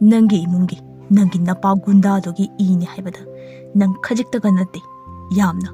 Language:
Manipuri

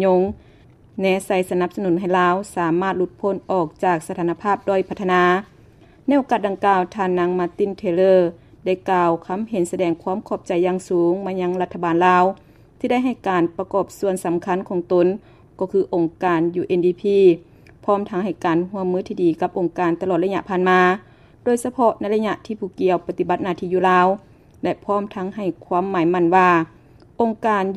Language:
Lao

